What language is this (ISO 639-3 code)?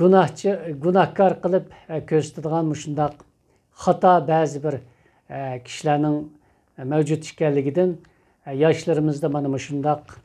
uig